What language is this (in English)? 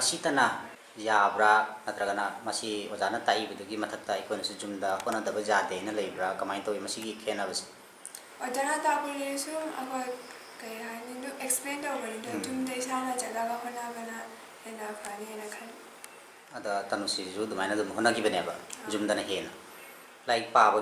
Manipuri